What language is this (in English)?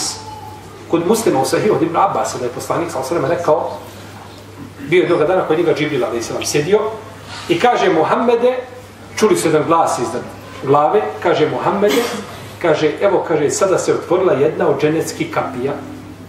Bosnian